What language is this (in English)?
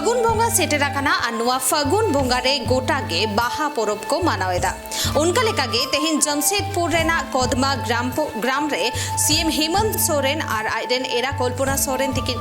Santali